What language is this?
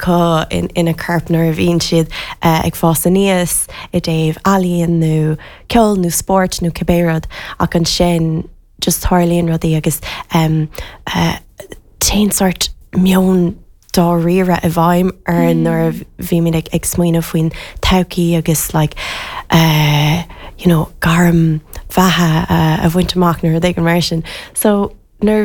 Irish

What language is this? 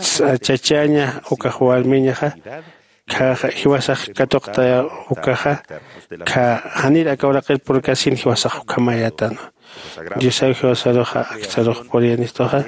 Aymara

